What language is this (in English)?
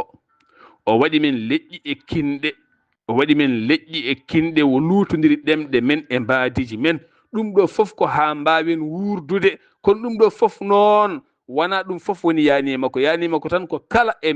Fula